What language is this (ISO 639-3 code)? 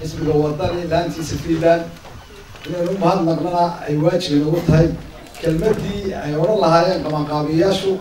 som